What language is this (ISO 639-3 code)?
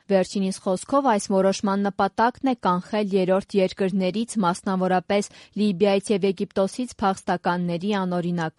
hye